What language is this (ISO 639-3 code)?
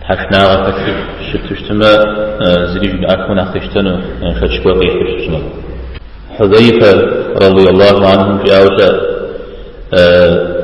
kbd